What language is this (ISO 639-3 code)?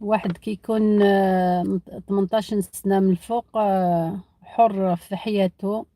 arq